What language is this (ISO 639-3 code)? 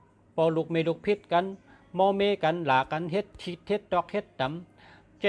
shn